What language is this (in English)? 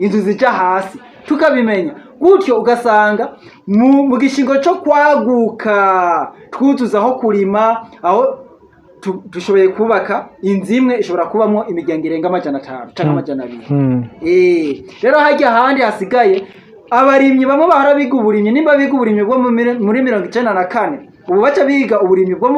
Rundi